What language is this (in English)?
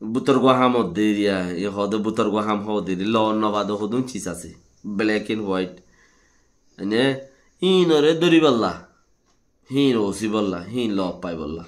Rohingya